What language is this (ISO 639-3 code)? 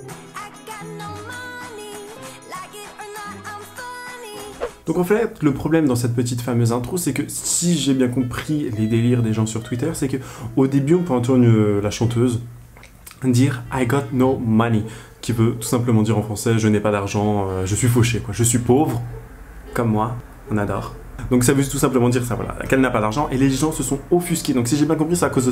fra